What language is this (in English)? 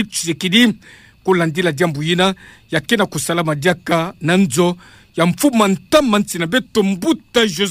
Kituba (Democratic Republic of Congo)